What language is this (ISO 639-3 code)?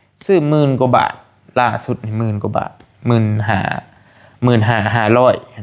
tts